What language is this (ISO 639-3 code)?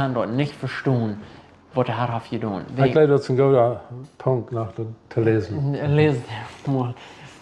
pdt